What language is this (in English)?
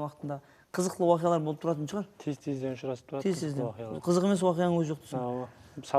Kara-Kalpak